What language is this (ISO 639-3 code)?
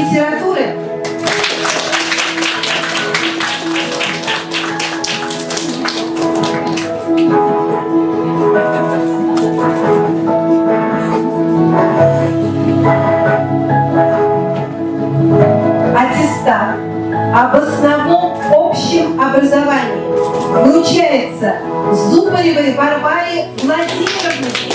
rus